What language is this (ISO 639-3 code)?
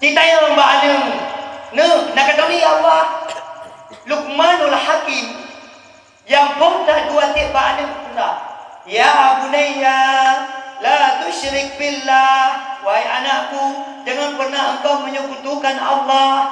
ace